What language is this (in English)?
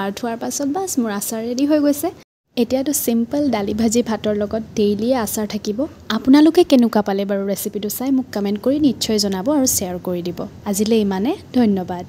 Assamese